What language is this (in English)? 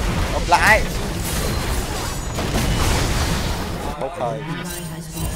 Vietnamese